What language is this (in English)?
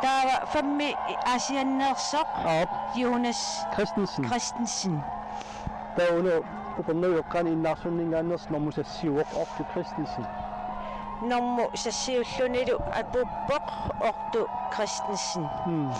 Kalaallisut